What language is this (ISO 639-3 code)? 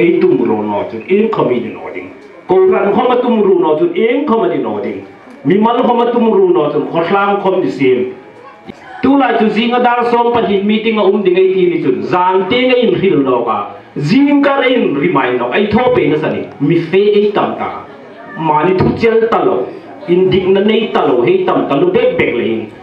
hmr